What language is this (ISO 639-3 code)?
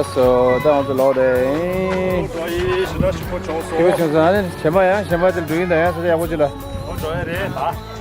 bod